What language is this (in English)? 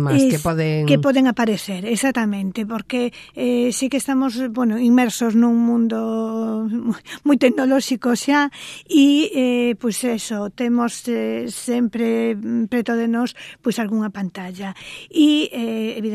Galician